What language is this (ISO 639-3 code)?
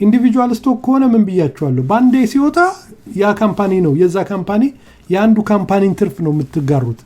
amh